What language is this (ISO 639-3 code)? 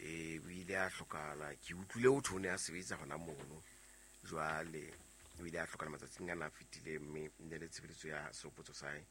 sot